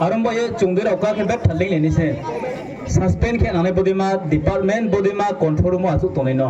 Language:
Riang (India)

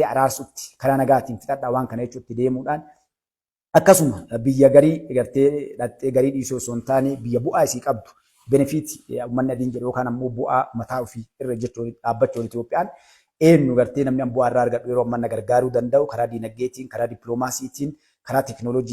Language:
Oromo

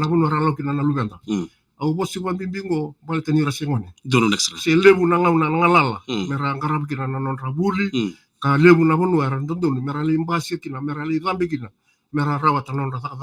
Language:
Fijian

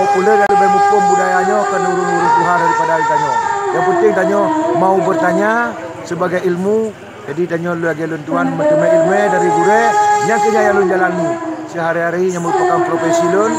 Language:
Achinese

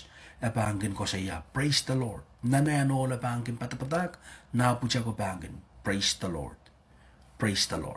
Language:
Pohnpeian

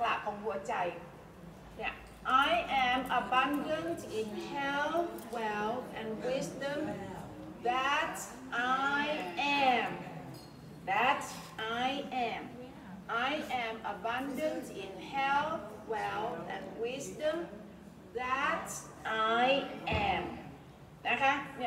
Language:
Thai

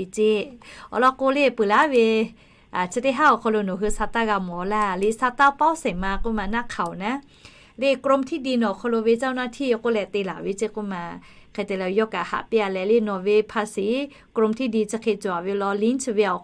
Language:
Lahu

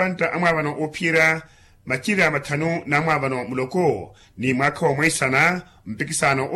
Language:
Makhuwa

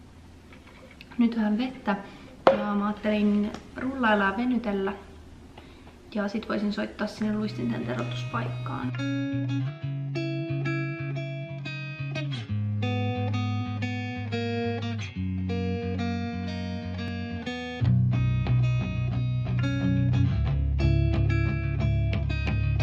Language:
Finnish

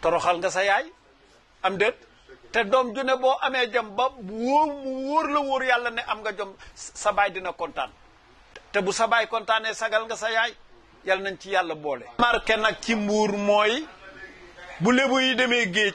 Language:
Wolof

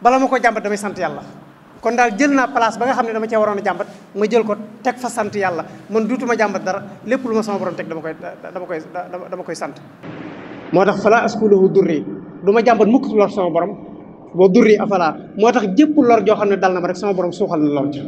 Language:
Wolof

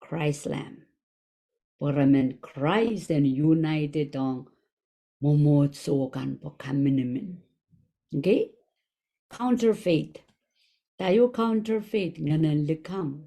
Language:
Pohnpeian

